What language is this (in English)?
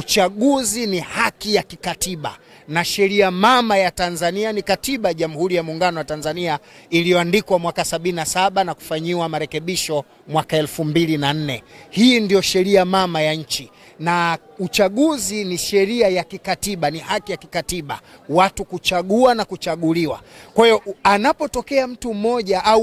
Swahili